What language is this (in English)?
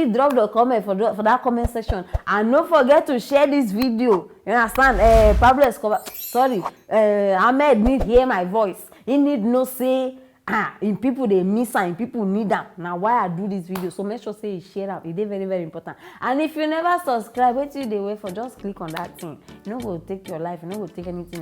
Nigerian Pidgin